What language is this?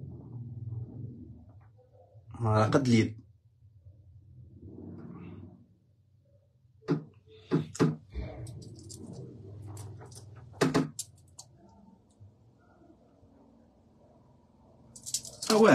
Moroccan Arabic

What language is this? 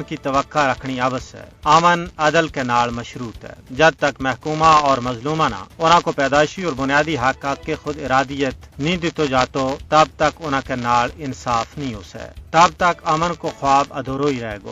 Gujari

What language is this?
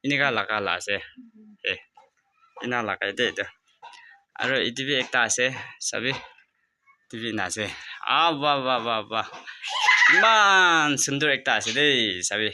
Naga Pidgin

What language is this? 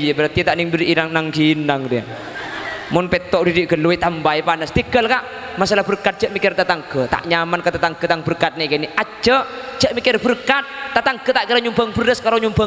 Madurese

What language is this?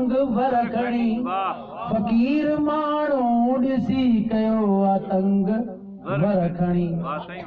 Sindhi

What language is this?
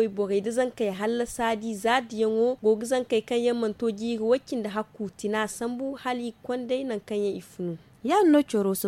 Zarma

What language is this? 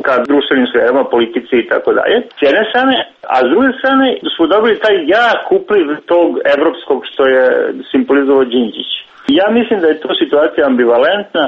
Serbian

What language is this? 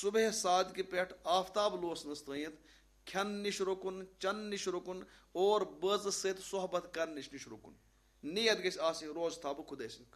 Kashmiri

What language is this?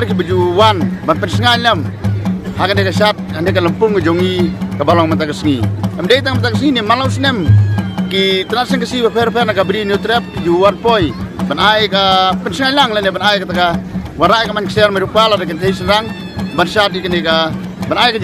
Khasi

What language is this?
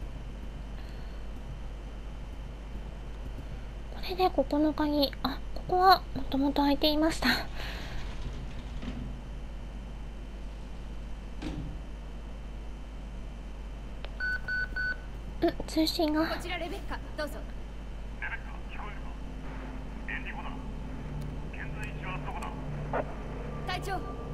Japanese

